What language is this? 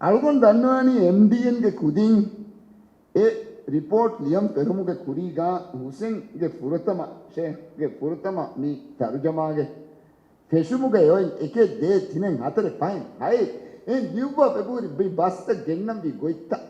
Divehi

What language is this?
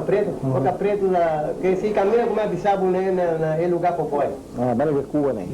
Papiamento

